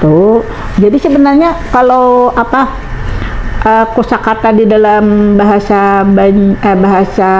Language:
Banjar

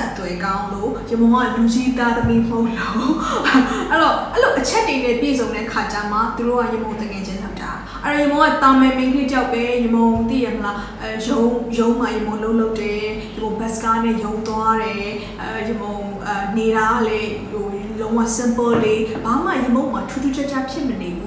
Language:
Burmese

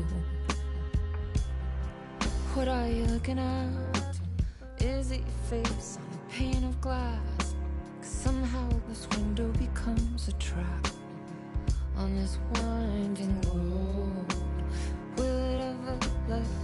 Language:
English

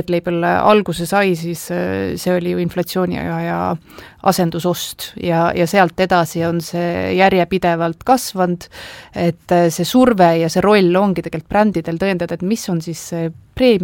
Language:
Estonian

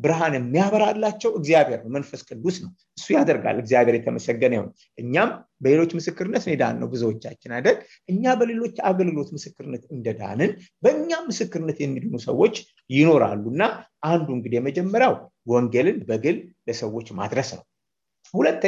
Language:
Amharic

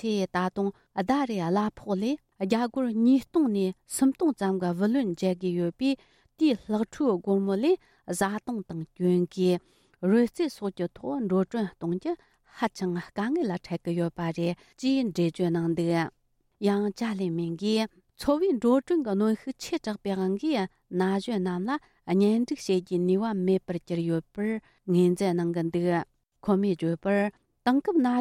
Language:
Tibetan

